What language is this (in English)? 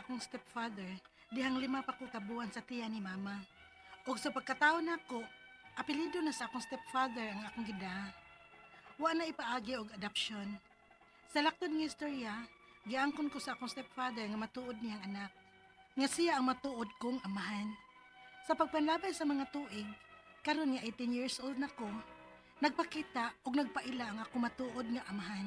Cebuano